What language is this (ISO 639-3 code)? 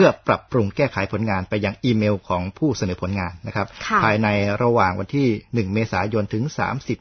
tha